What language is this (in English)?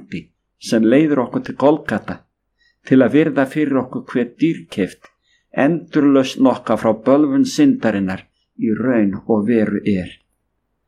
Icelandic